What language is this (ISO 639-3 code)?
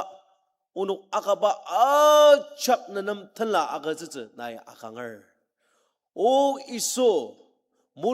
njo